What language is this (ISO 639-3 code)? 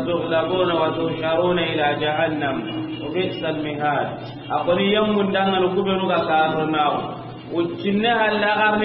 snk